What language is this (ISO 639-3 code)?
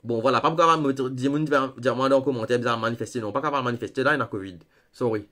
mfe